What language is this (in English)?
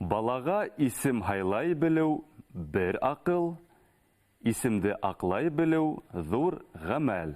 Bashkir